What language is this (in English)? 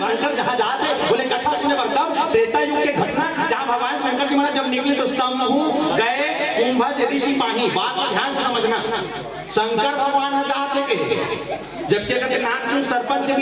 Chhattisgarhi